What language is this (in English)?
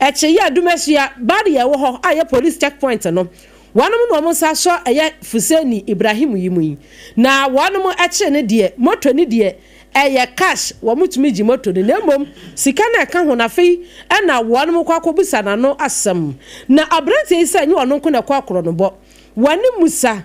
Akan